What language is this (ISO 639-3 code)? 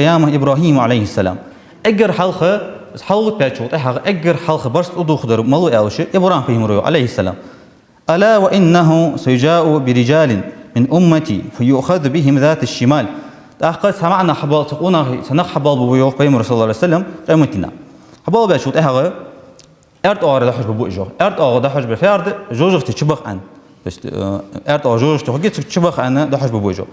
inh